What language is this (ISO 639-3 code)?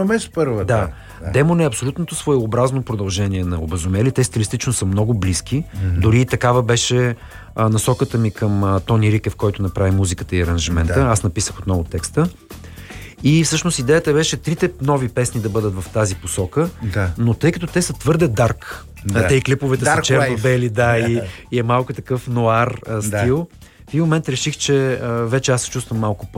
bul